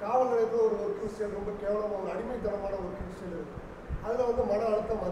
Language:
Tamil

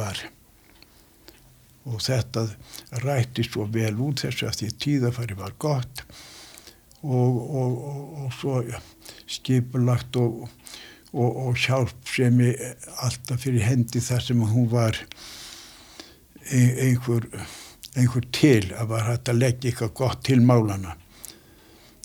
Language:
Icelandic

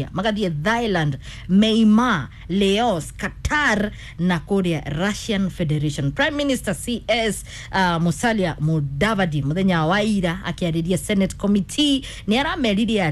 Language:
Kikuyu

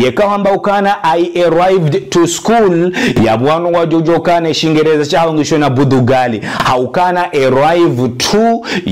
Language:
Ngazidja Comorian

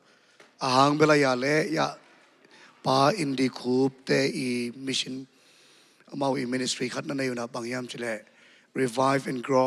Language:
Tedim Chin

